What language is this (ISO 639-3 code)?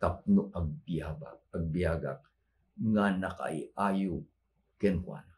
ilo